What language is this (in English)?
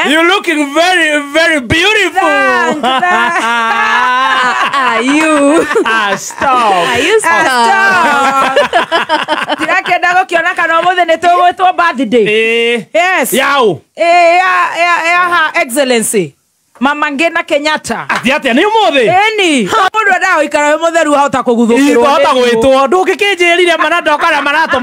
Kikuyu